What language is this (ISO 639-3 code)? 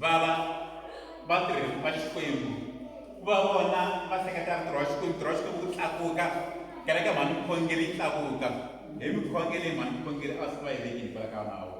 tso